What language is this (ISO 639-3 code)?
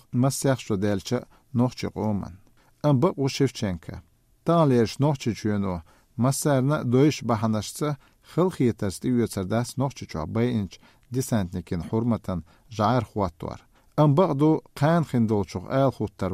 che